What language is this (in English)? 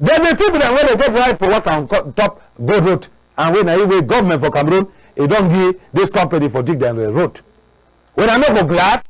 Cameroon Pidgin